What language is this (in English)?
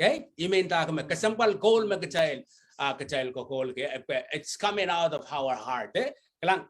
Pohnpeian